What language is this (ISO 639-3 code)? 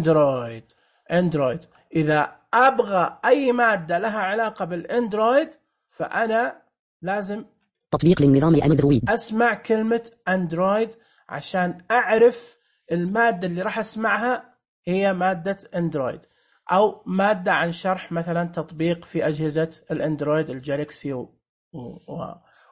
ars